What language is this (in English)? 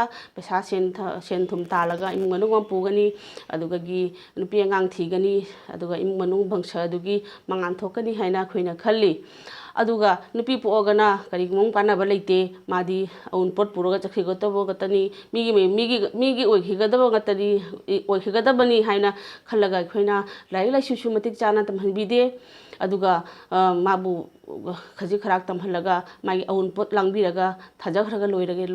Manipuri